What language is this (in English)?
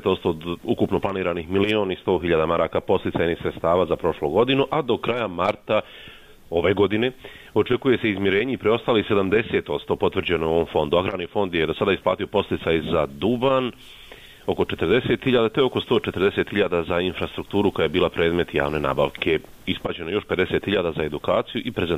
Bosnian